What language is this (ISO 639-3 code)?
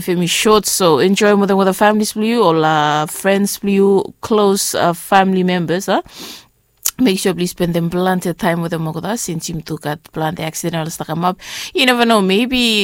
bis